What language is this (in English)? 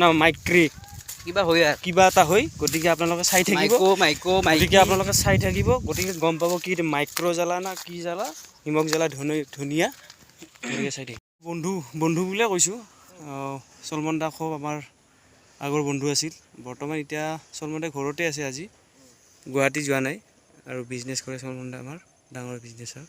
Assamese